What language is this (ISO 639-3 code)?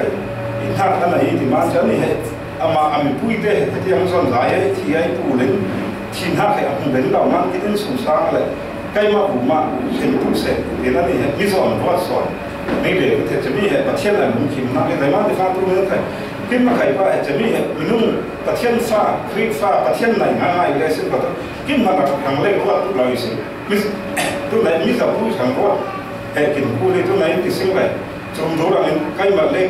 cfm